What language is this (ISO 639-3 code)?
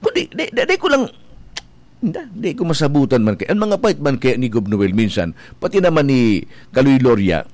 bik